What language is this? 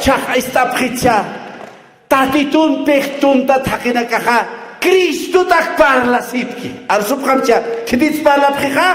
Aymara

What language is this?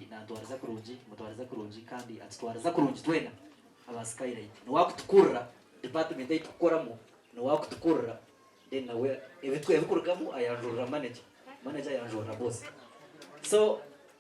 Nyankole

